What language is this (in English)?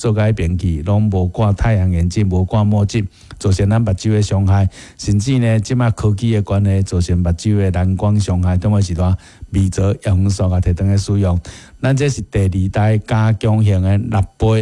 Min Nan Chinese